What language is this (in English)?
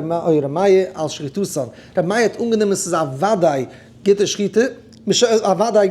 Yiddish